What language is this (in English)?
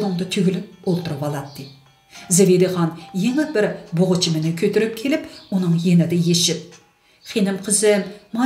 Uyghur